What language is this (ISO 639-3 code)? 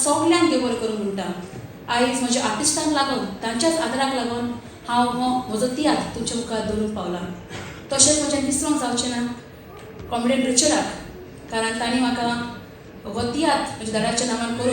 kok